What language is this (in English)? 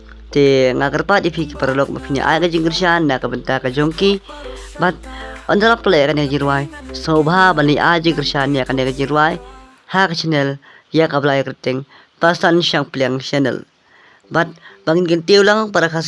Khasi